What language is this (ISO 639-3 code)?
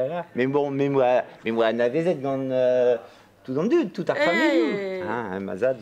bre